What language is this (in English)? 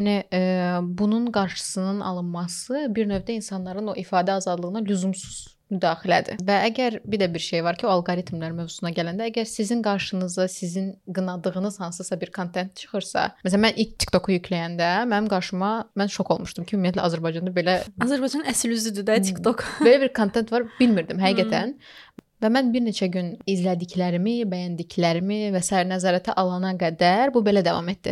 Azerbaijani